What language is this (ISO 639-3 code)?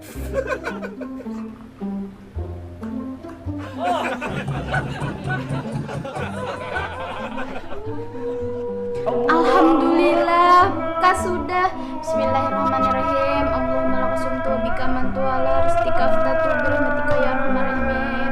bjn